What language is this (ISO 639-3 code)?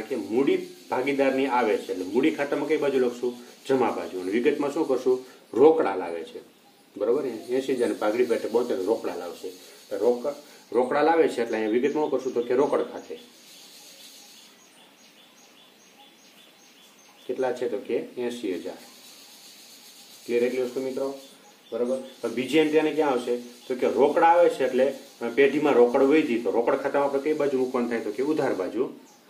guj